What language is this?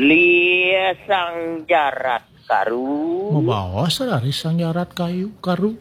Balinese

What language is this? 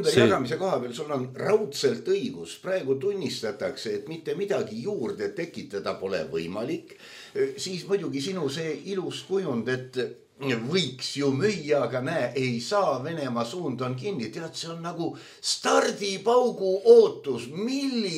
Estonian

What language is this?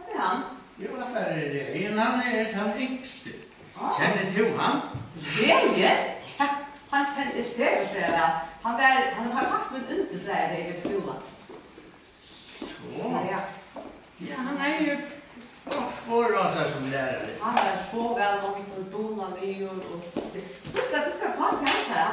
Faroese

